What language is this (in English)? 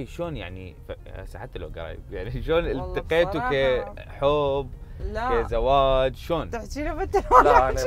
Mesopotamian Arabic